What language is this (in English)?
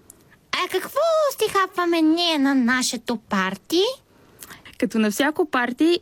Bulgarian